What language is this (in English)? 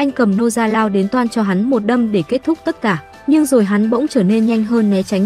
Vietnamese